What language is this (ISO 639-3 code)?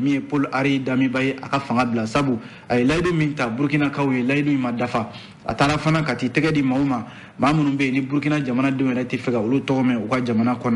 bam